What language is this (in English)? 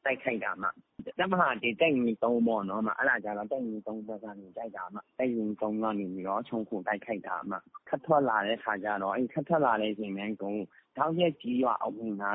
Burmese